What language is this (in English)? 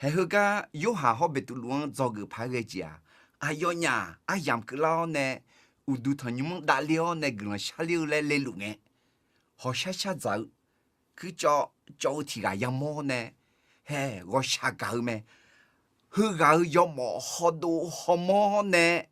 Akha